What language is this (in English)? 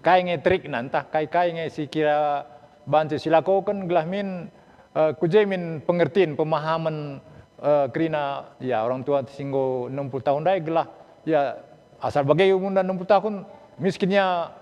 Batak Karo